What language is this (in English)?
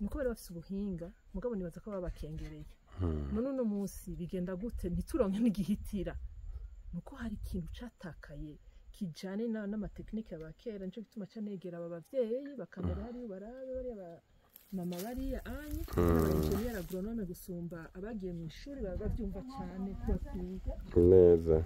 Rundi